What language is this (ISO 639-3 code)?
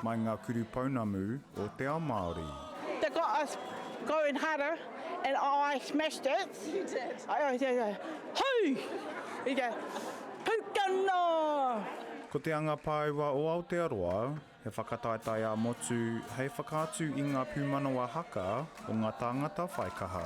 mri